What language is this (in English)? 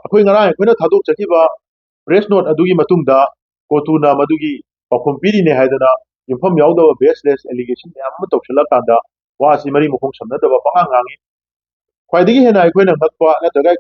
Manipuri